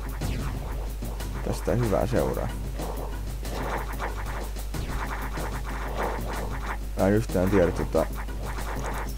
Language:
Finnish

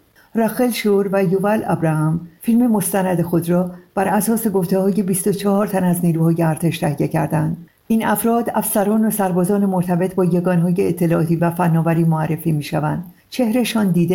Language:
Persian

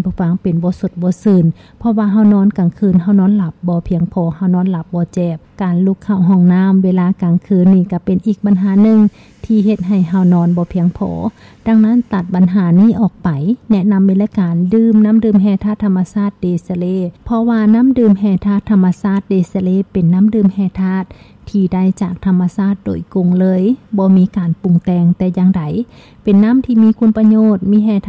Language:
Lao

